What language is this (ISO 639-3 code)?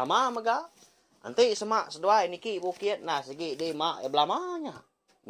iba